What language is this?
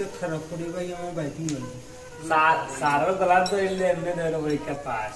Sylheti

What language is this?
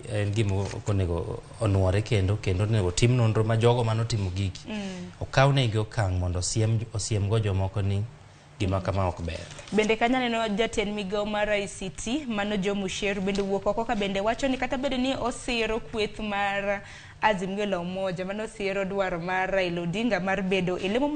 Luo (Kenya and Tanzania)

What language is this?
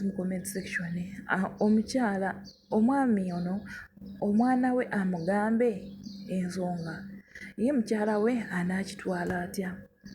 Ganda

